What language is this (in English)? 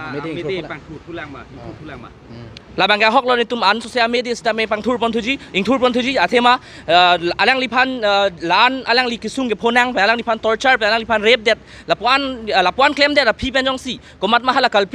Karbi